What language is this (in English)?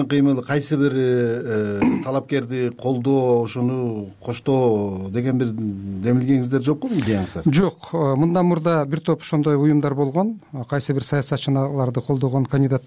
Kyrgyz